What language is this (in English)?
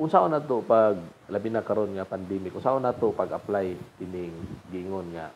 Cebuano